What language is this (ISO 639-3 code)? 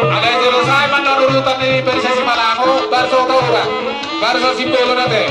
bbc